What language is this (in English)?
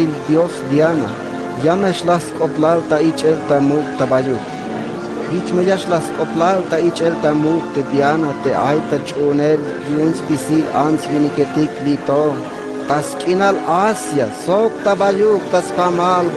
Tzeltal